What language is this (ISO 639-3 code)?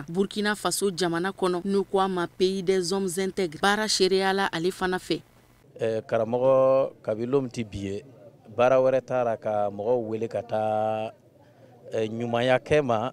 bam